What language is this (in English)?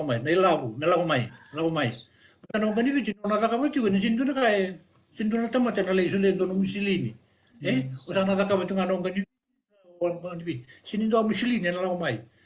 Fijian